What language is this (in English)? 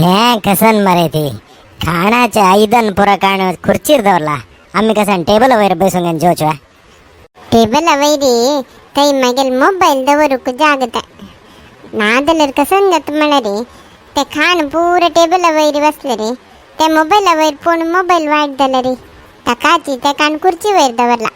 Konkani